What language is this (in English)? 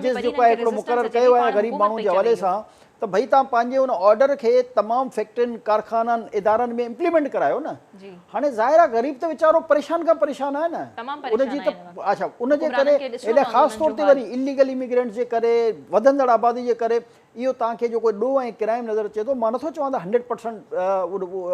Sindhi